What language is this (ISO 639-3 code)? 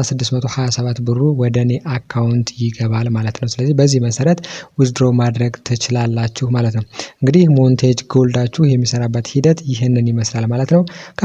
amh